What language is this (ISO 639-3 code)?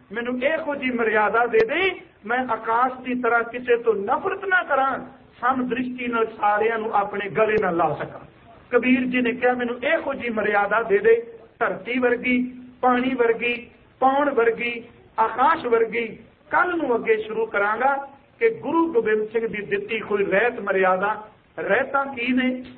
pan